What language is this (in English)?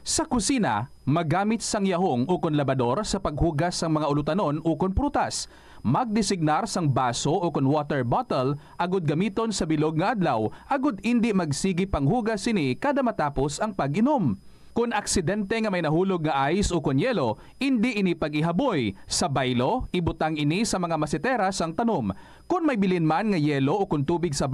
Hiligaynon